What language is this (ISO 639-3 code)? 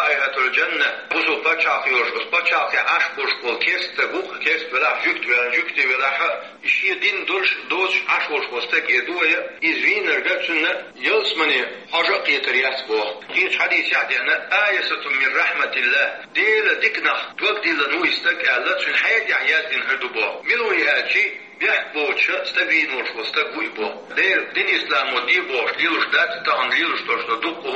che